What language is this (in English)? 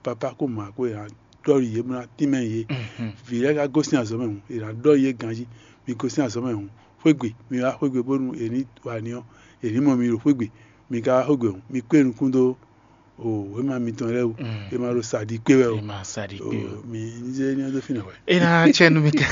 Fon